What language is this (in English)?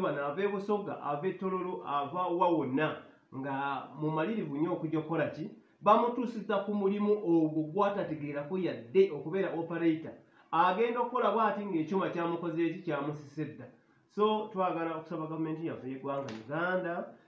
Ganda